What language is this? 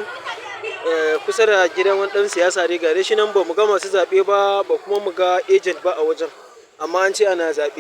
Hausa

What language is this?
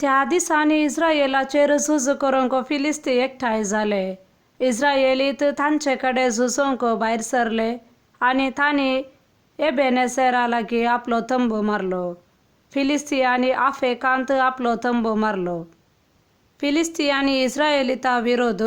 Konkani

